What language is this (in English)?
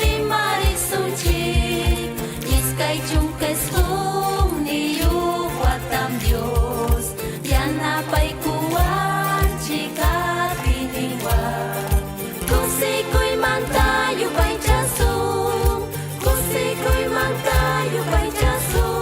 Ayacucho Quechua